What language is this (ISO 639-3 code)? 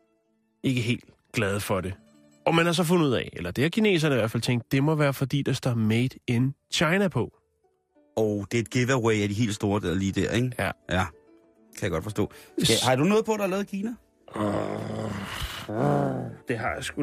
dan